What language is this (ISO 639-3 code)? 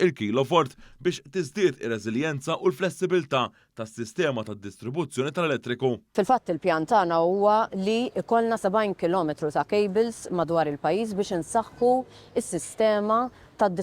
mlt